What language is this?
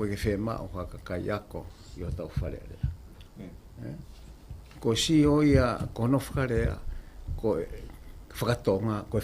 Tongan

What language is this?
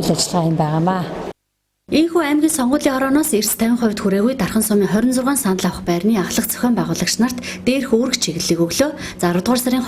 Mongolian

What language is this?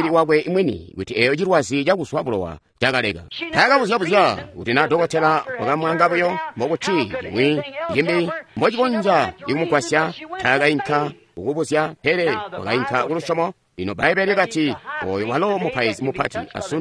Tonga (Zambia)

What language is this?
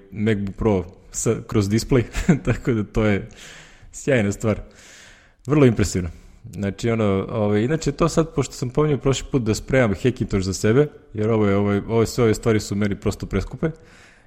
Serbian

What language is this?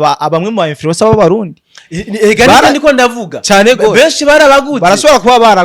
Rundi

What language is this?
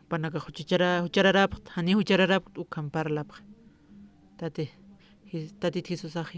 Aymara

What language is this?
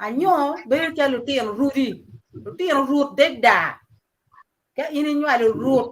Acoli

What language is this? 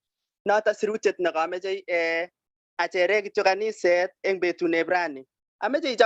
Kalenjin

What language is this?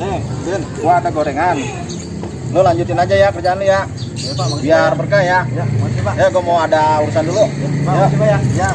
Betawi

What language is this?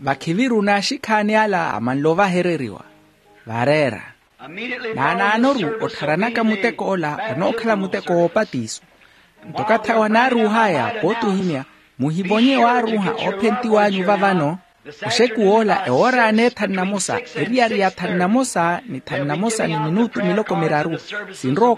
Makhuwa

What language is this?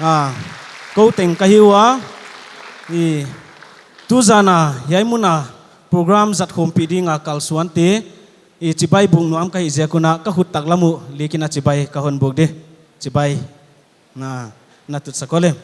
Paite Chin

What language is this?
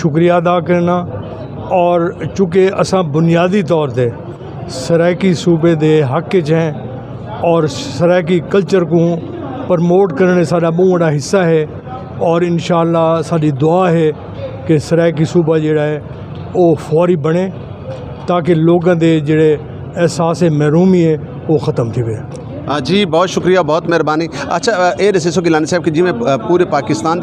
Saraiki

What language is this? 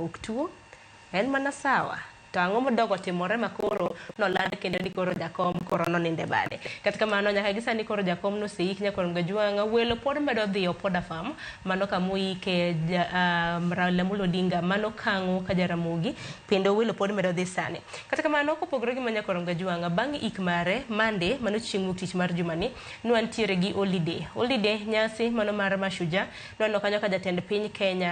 Luo (Kenya and Tanzania)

